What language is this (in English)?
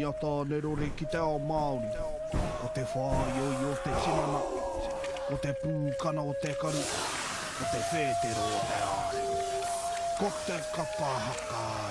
Māori